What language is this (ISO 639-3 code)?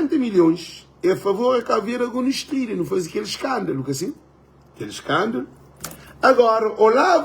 kea